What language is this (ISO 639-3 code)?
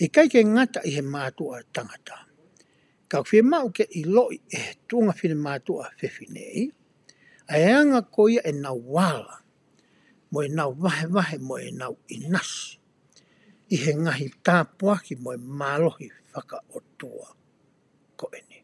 ton